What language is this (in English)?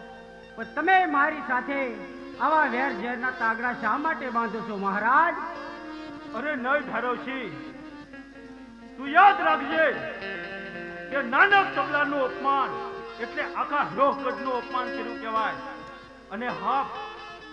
Gujarati